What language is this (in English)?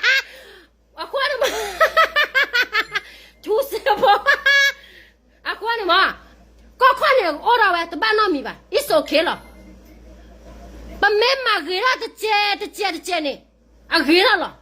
S'gaw Karen